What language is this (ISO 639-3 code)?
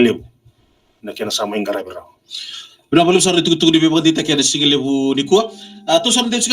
fij